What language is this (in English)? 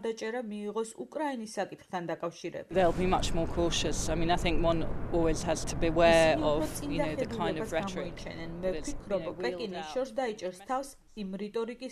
Georgian